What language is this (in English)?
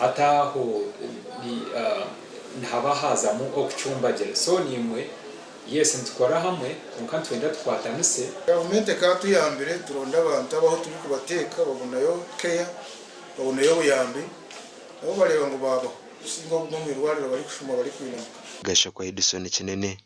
Nyankole